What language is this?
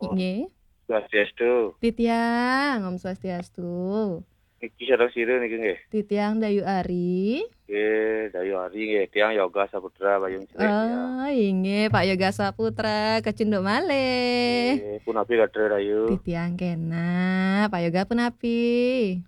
Balinese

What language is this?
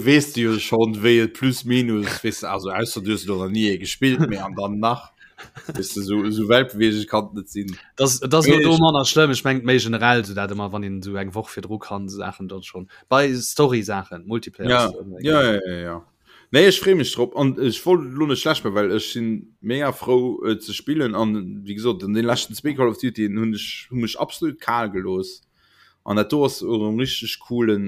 Luxembourgish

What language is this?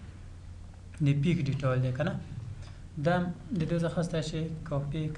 Pashto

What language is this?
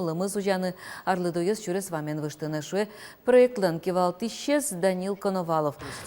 Udmurt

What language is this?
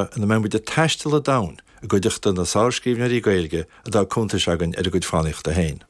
Irish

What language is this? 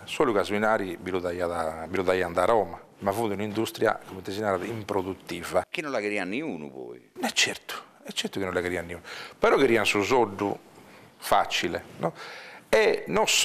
Sardinian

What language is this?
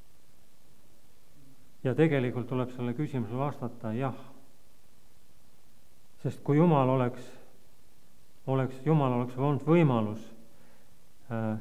Estonian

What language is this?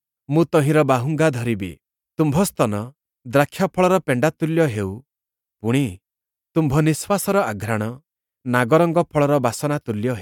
Odia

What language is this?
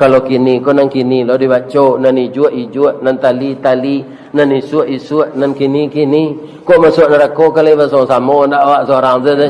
Minangkabau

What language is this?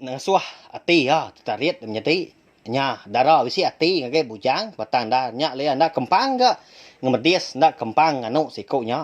Iban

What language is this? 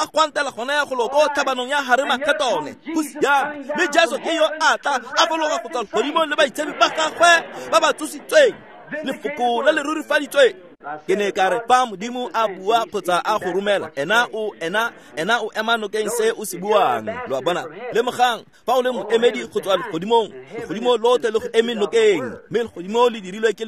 Tswana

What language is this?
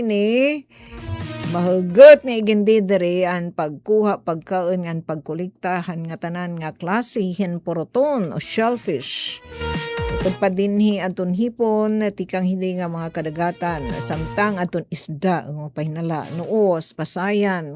Waray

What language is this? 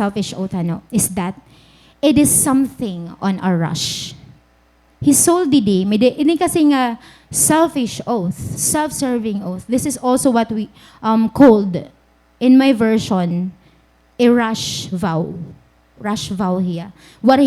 Waray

